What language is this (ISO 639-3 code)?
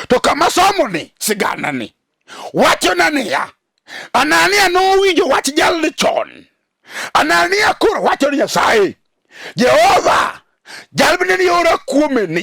luo